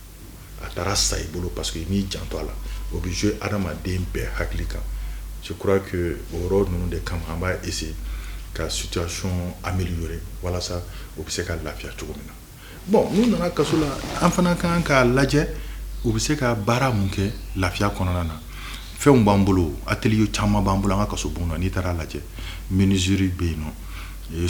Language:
Bambara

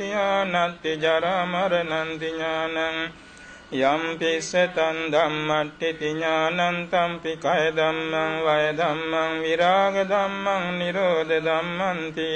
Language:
Pali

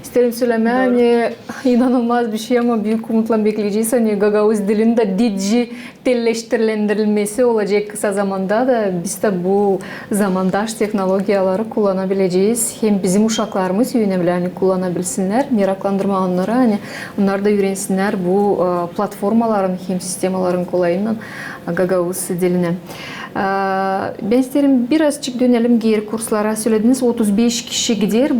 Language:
Gagauz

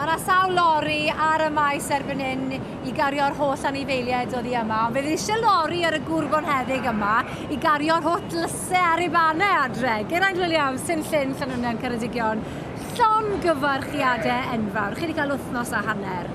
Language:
Welsh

